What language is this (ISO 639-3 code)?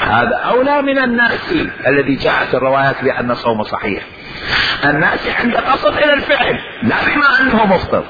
acm